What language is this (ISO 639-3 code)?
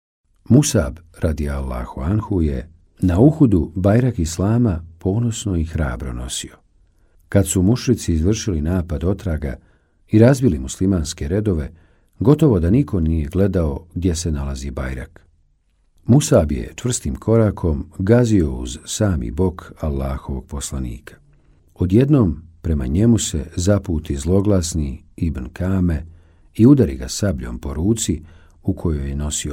bos